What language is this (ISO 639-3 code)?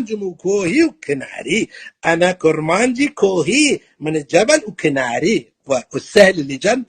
apc